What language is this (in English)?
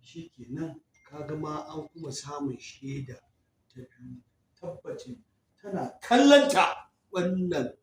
Hausa